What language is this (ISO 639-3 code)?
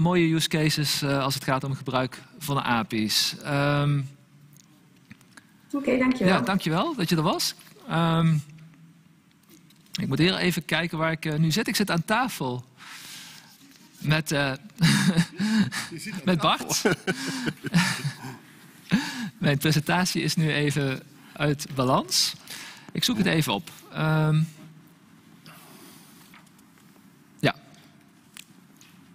nld